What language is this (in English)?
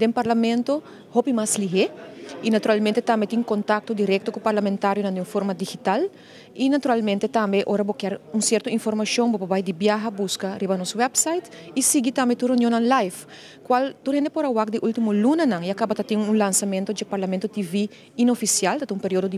Papiamento